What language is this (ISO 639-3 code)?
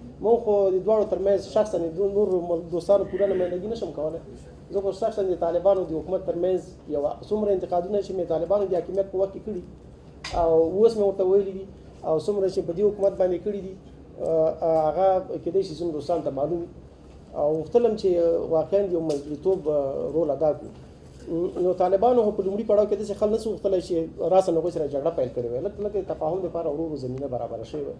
pus